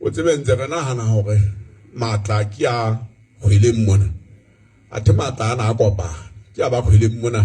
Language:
Southern Sotho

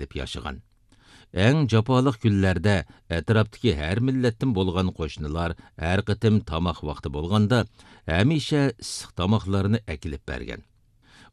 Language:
Uyghur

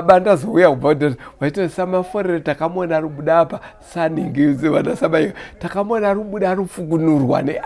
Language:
Shona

